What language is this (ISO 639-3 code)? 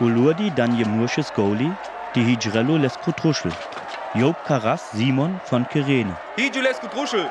rmo